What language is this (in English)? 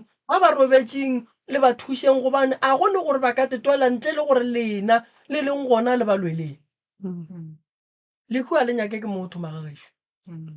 Northern Sotho